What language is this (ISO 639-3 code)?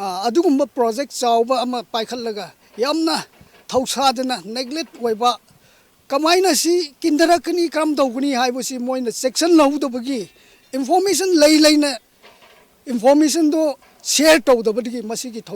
mni